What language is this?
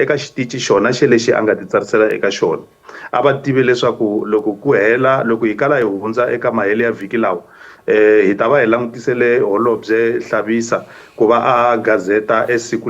Tsonga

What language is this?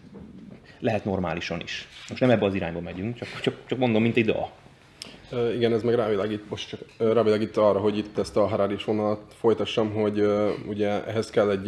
Hungarian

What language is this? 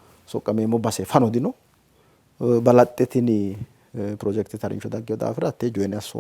Sidamo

